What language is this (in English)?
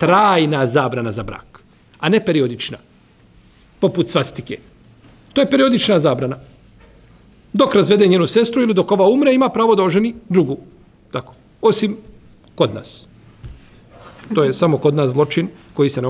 Bosnian